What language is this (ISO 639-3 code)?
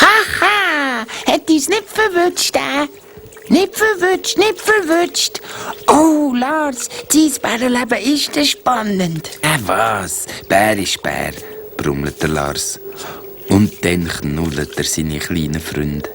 gsw